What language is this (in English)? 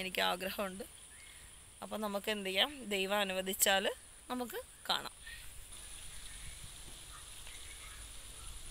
Malayalam